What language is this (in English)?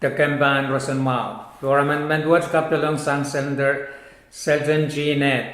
Pohnpeian